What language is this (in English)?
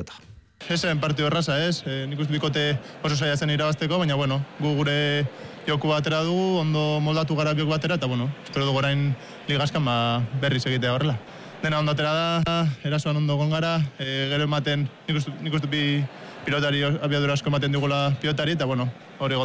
Basque